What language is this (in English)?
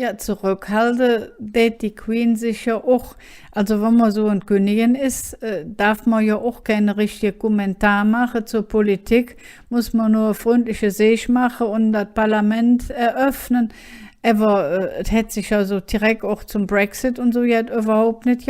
Colognian